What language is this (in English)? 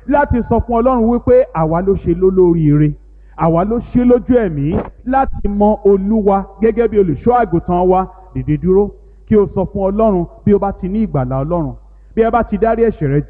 Yoruba